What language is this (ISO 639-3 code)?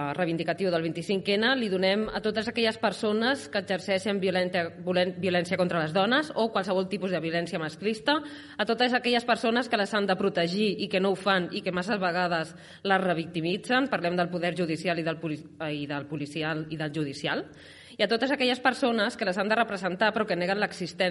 cat